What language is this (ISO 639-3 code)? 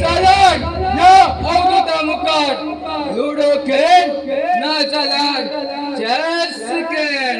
kok